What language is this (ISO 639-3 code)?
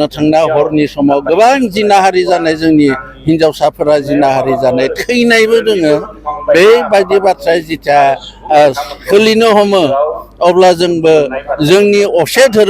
brx